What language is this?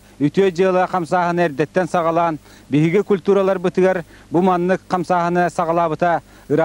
Yakut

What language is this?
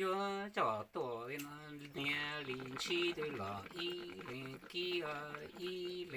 Hmong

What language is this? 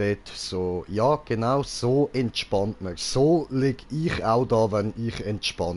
Swiss German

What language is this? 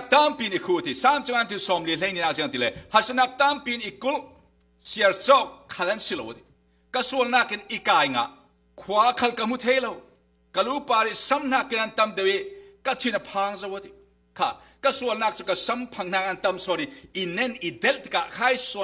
Falam Chin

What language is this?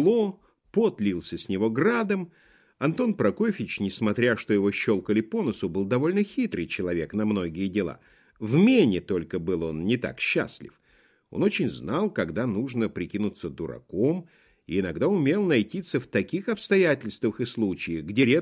Russian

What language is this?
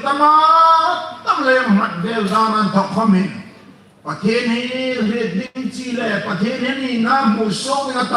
Hmar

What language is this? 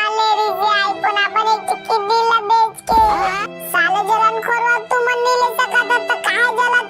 Chhattisgarhi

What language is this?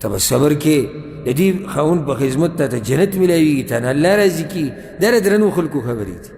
Pashto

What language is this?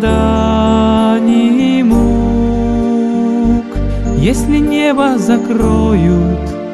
Russian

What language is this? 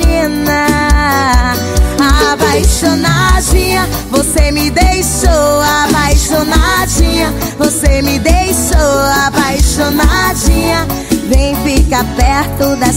Portuguese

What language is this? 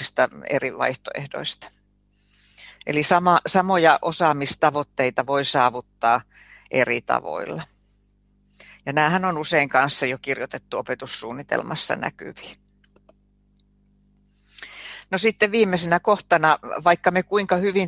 Finnish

